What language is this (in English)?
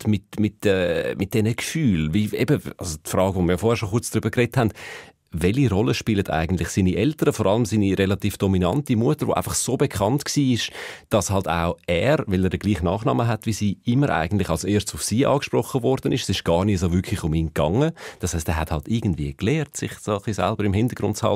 Swiss German